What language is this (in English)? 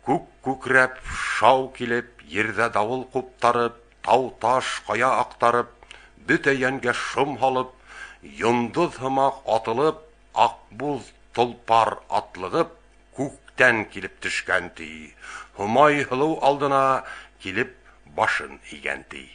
Bashkir